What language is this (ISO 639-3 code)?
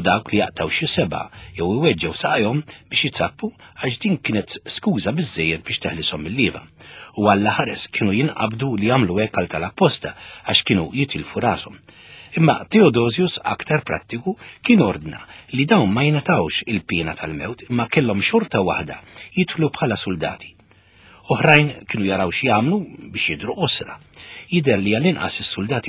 mlt